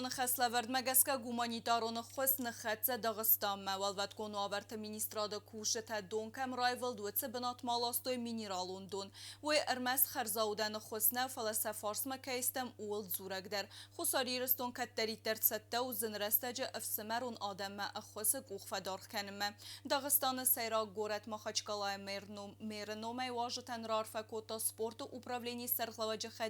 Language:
Ossetic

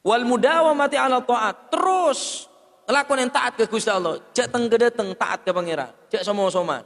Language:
Madurese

